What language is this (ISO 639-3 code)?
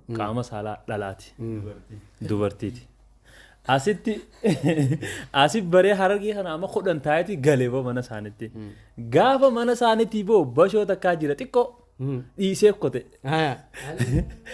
orm